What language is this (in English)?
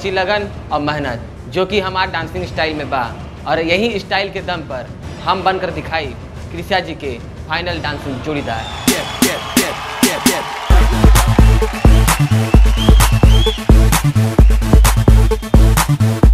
Bhojpuri